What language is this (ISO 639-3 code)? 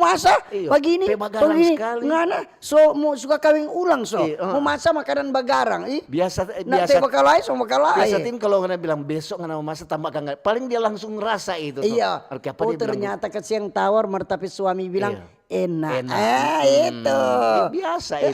xmm